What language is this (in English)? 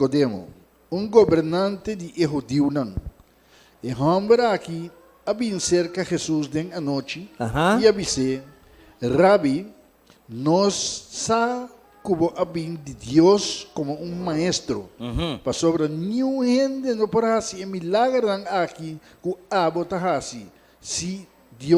Papiamento